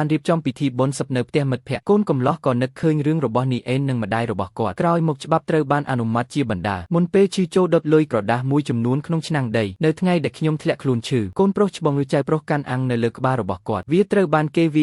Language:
Khmer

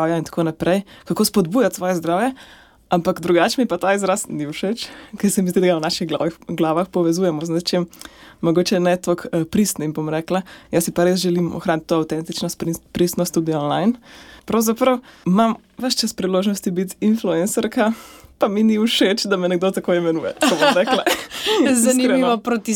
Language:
Slovenian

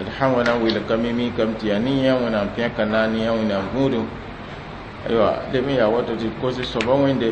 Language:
Mossi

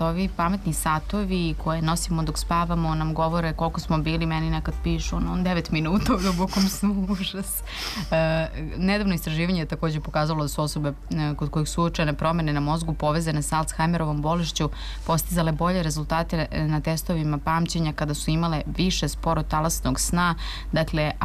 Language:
Serbian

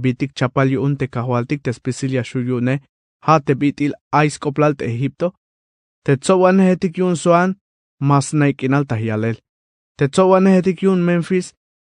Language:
Tzeltal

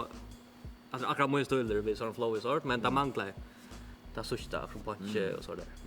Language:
Faroese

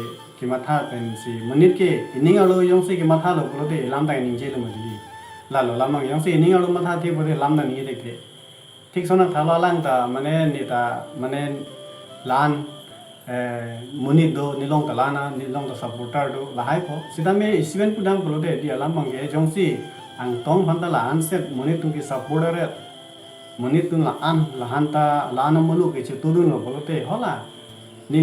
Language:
Karbi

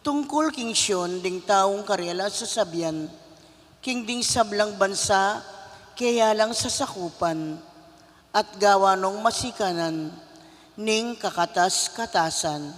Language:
Pampanga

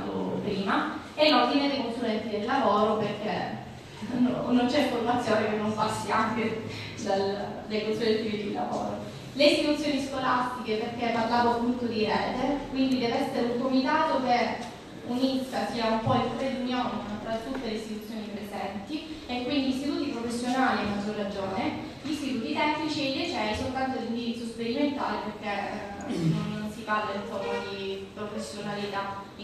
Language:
Italian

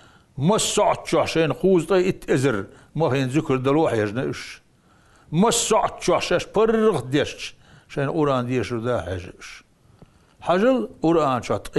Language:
Chechen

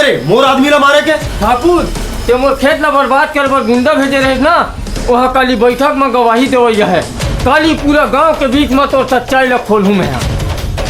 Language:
Chhattisgarhi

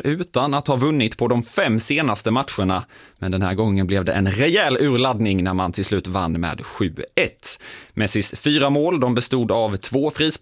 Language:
Swedish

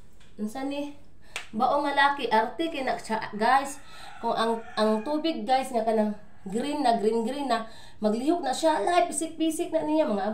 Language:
Cebuano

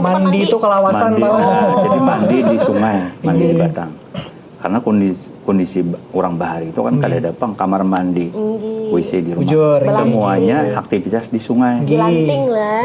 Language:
Banjar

